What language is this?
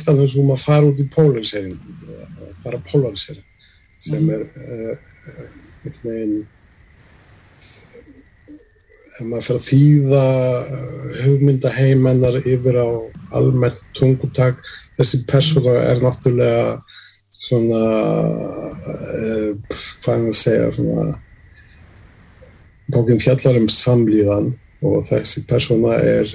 Icelandic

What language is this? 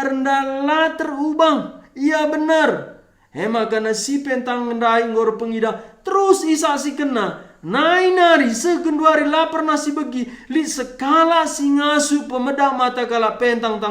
Batak Karo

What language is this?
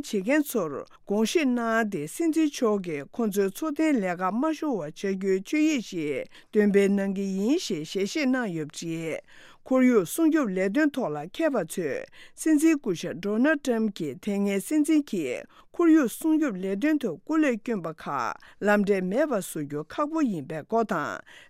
Tibetan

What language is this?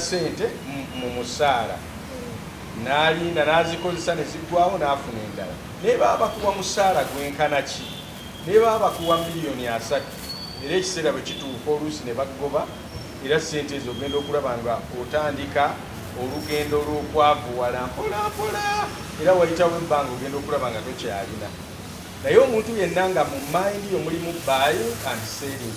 Ganda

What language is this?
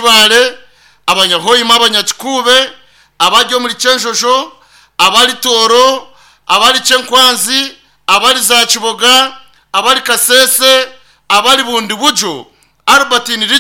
Nyankole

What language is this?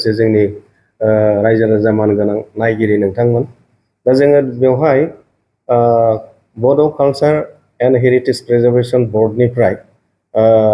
Bodo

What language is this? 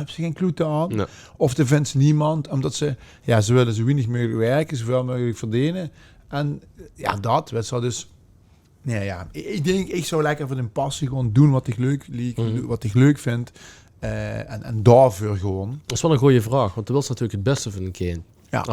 Limburgish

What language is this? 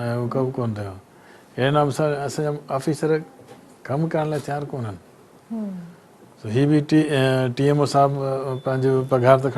Sindhi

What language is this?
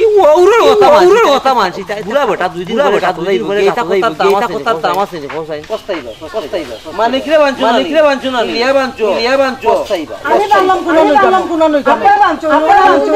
Sylheti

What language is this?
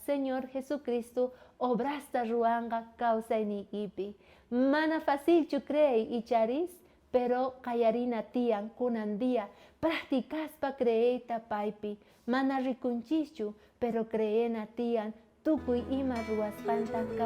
South Bolivian Quechua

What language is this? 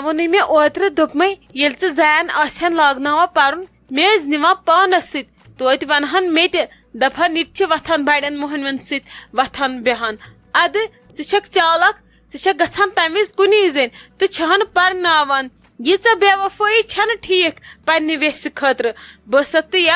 Kashmiri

